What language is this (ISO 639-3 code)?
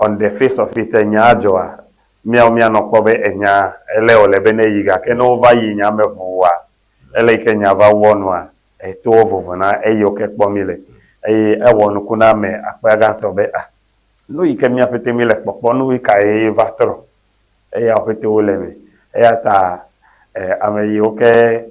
ewe